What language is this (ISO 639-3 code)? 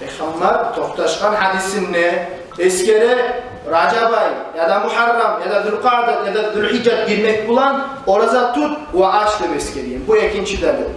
kum